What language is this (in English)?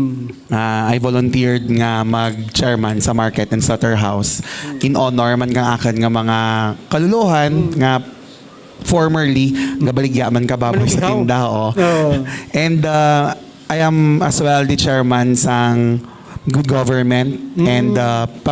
Hiligaynon